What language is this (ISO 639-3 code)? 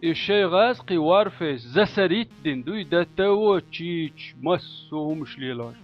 che